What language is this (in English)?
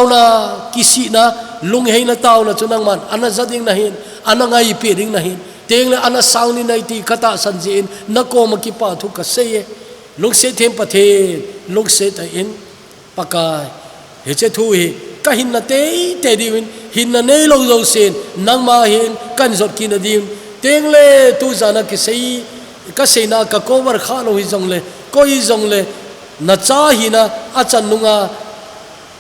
Thado Chin